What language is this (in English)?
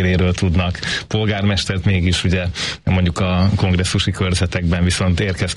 Hungarian